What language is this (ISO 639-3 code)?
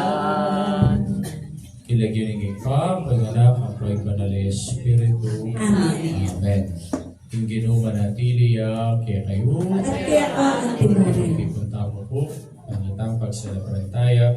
pam